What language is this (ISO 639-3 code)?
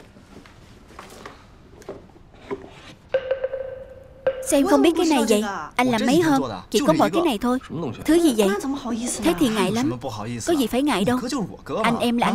vie